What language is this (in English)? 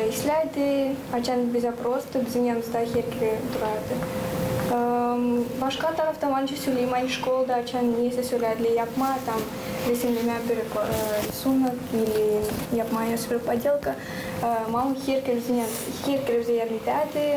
Gagauz